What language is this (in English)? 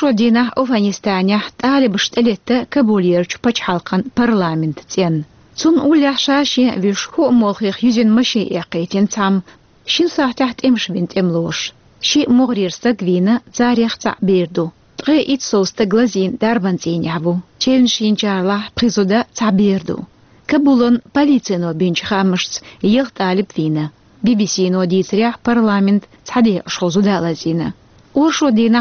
Chechen